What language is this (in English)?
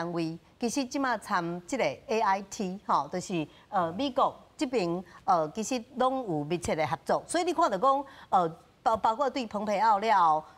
Min Nan Chinese